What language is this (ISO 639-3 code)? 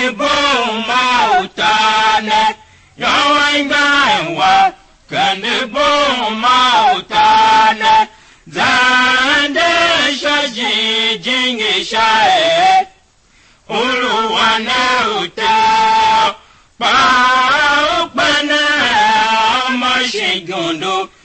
tiv